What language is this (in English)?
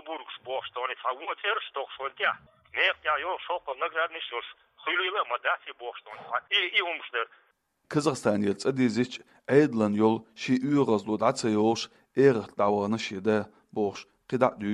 Chechen